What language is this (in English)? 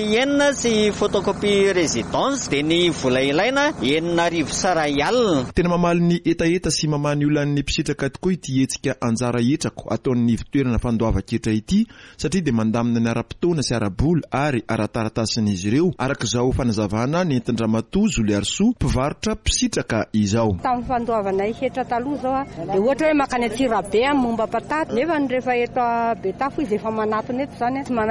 Malagasy